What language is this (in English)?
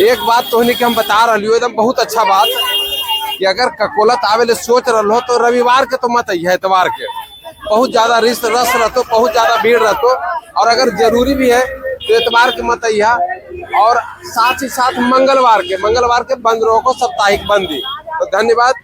Magahi